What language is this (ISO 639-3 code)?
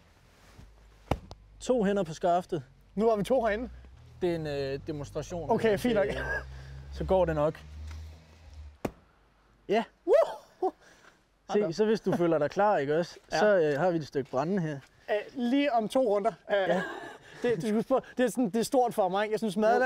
dan